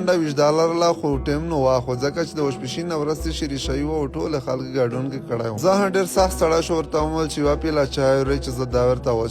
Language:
Pashto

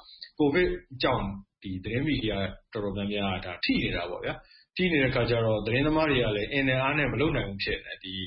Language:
Burmese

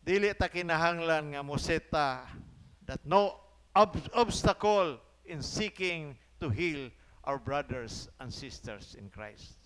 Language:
Cebuano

